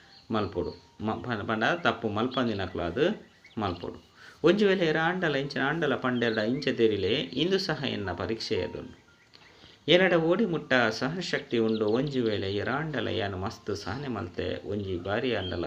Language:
Tulu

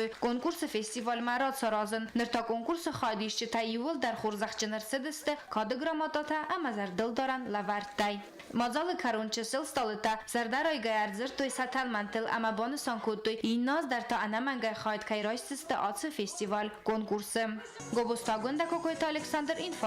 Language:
Ossetic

